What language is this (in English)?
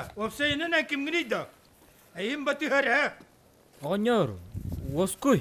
Yakut